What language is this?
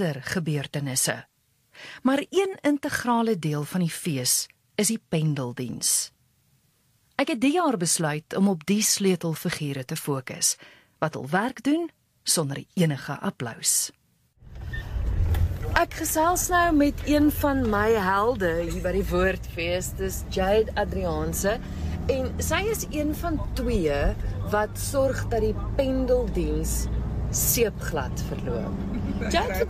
Afrikaans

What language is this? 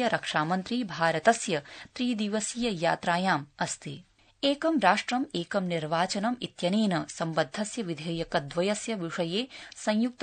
Sanskrit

